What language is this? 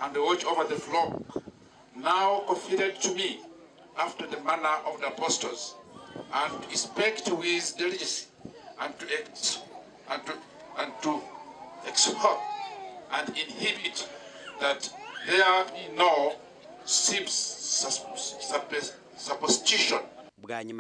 Nyankole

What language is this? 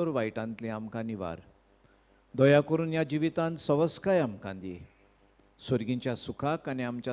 Konkani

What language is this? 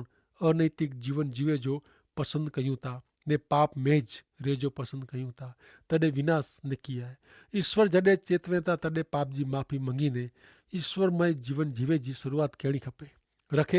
Kachhi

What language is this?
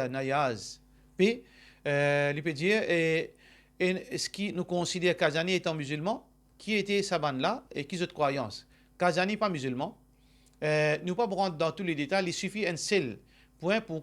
Morisyen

